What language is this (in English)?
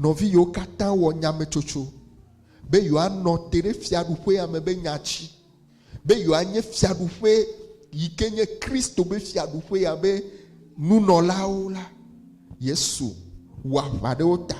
Ewe